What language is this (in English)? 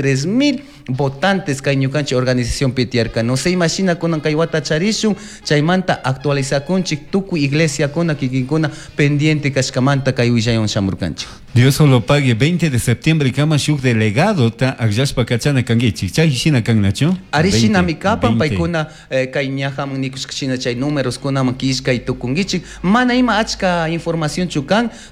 Chimborazo Highland Quichua